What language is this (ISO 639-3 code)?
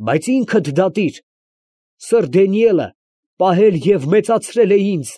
hye